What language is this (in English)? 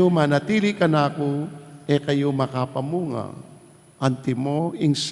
Pampanga